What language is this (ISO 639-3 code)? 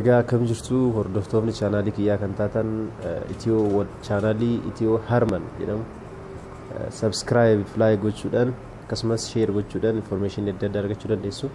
orm